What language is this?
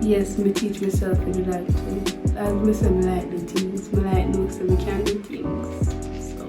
Jamaican Creole English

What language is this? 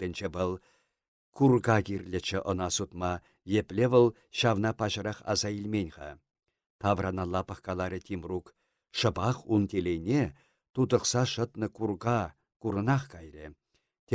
Chuvash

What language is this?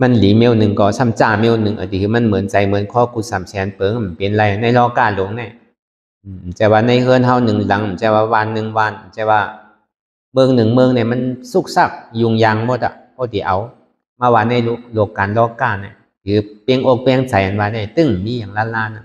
Shan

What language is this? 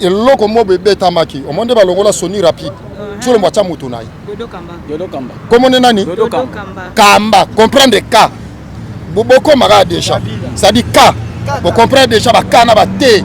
Lingala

